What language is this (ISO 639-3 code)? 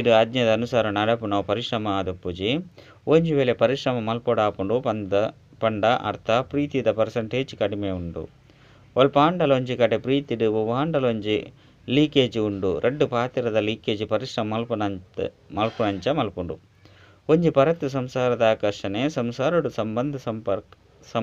tcy